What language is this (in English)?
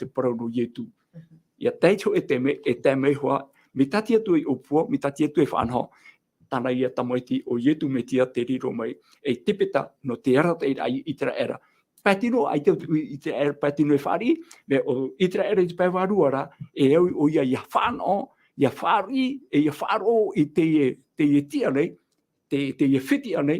Tahitian